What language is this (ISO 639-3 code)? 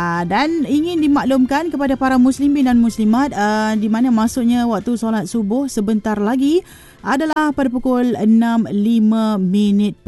msa